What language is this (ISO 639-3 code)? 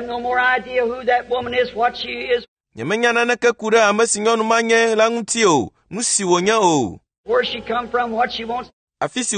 ewe